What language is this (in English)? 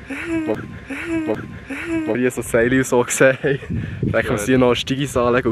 Swiss German